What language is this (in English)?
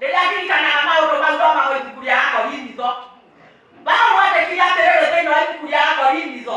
Kikuyu